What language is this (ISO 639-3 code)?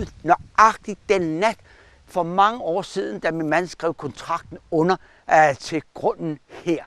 dan